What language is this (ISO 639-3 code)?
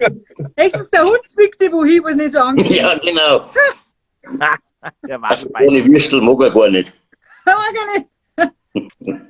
bar